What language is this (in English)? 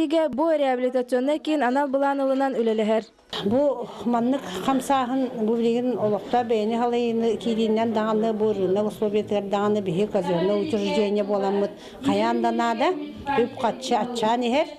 Yakut